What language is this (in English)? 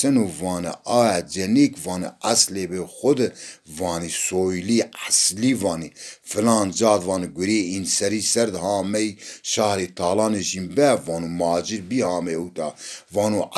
Zaza